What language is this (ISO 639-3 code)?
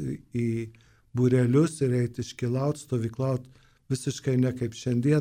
lit